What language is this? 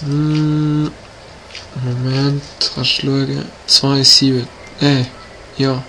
Swiss German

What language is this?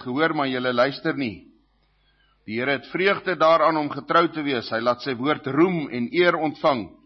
Afrikaans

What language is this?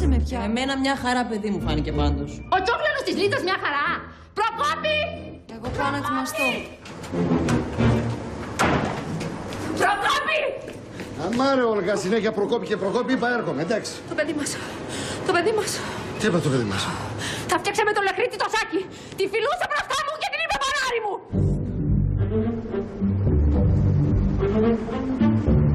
Greek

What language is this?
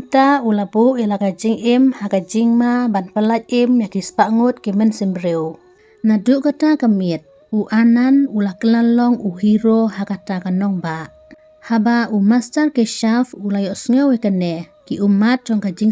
Khasi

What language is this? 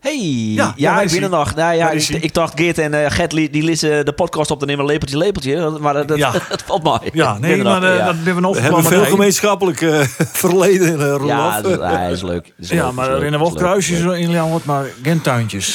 Western Frisian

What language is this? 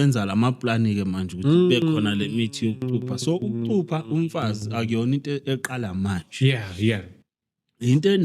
Zulu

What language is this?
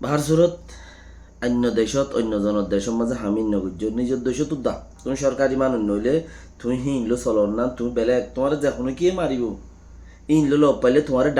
Rohingya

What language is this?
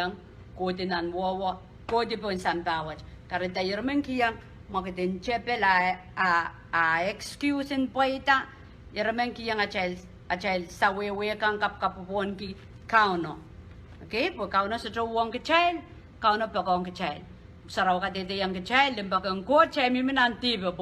Pohnpeian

